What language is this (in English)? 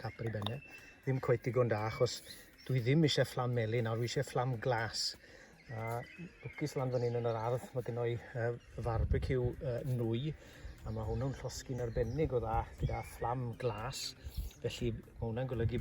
Welsh